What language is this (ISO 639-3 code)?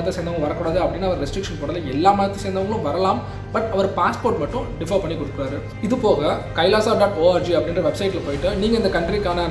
tam